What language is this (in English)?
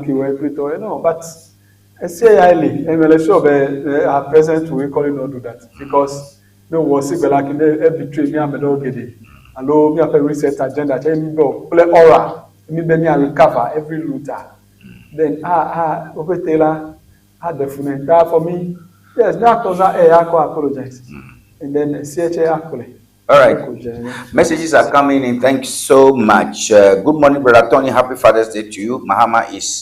Ewe